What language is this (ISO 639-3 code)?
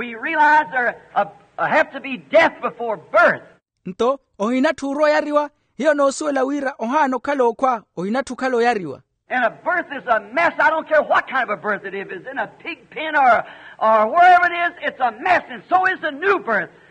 vmw